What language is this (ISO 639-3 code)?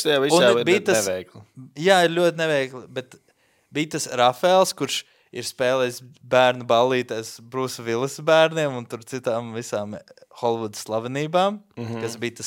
lav